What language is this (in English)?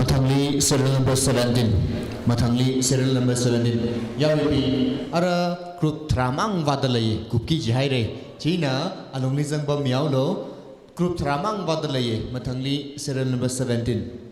Tangkhul Naga (India)